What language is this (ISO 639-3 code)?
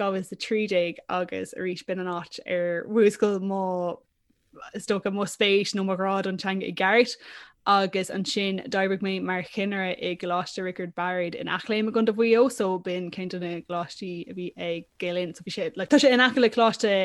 gle